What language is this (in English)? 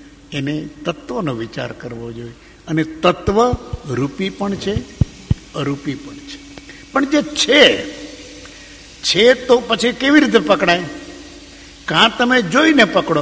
Gujarati